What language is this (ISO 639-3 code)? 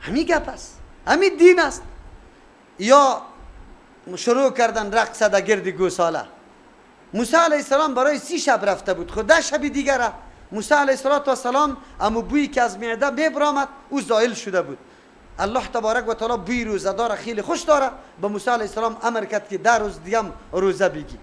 fas